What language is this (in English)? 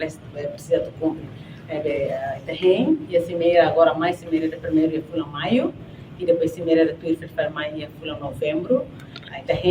Tetum